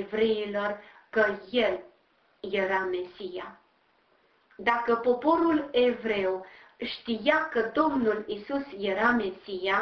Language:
Romanian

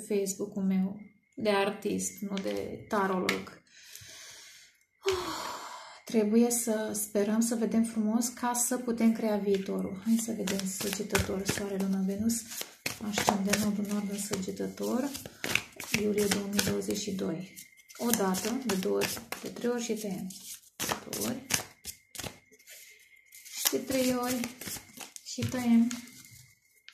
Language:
Romanian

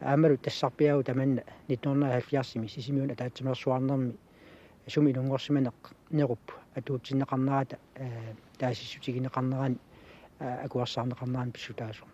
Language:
Kalaallisut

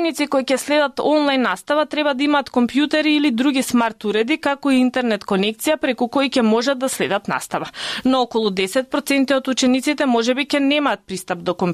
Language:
Macedonian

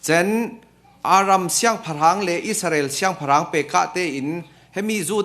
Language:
Falam Chin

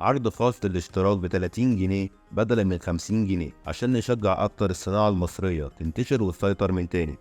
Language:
Egyptian Arabic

